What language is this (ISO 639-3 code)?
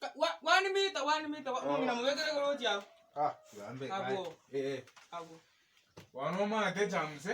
guz